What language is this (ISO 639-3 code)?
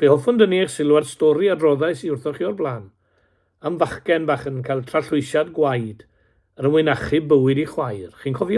cym